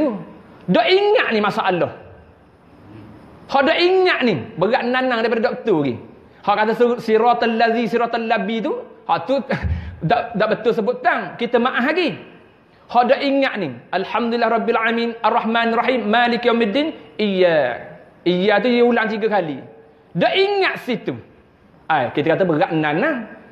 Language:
Malay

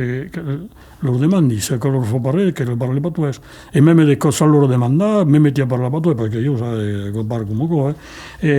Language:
Occitan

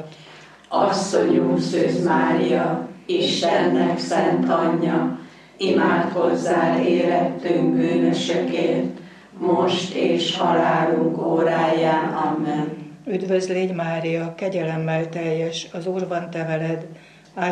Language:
Hungarian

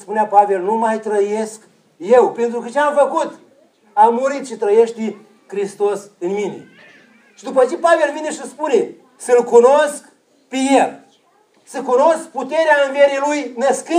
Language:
Romanian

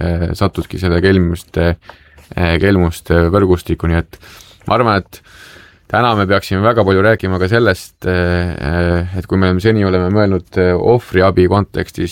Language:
Estonian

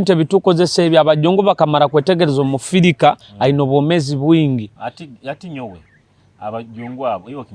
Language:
Nyoro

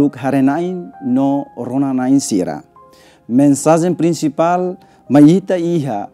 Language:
Tetum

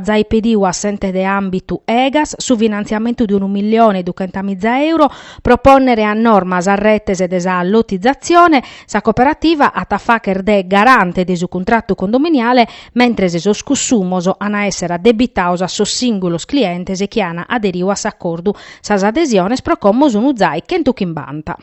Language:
Sardinian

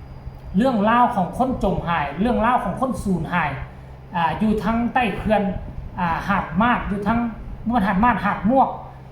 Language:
Lao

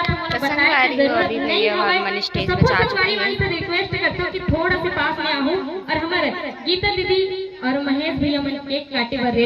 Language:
Chhattisgarhi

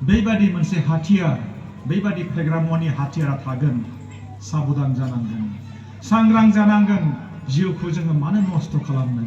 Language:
Bodo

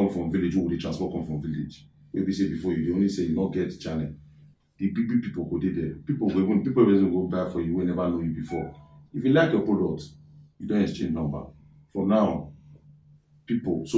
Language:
Nigerian Pidgin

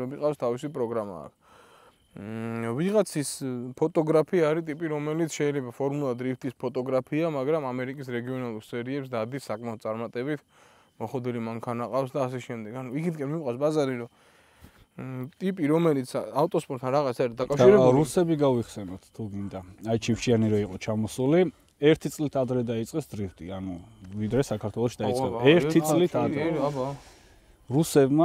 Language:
Georgian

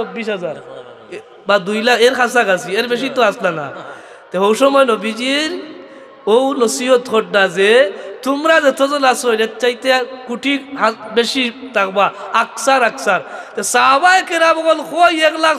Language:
Sylheti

